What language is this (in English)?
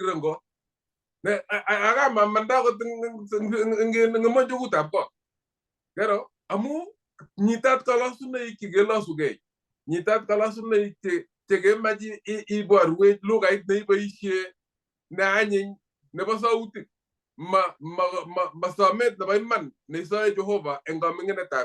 Kalenjin